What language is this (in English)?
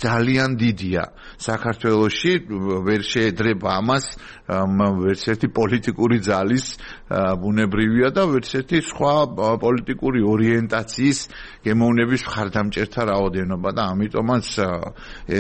Georgian